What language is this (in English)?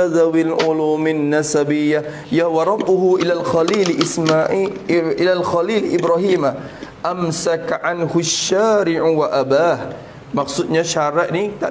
Malay